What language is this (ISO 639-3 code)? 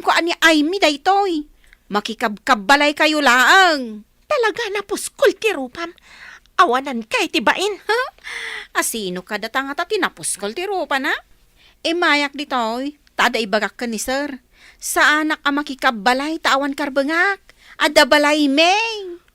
ilo